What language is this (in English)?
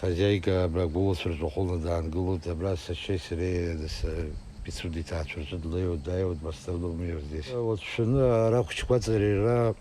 Abkhazian